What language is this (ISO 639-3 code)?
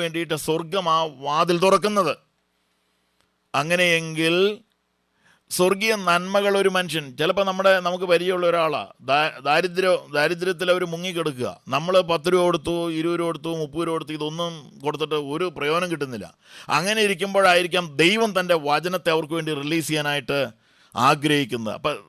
mal